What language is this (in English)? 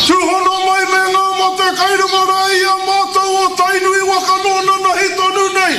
Māori